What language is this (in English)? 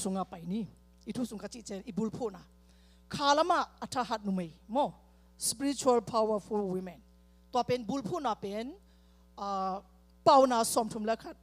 Tedim Chin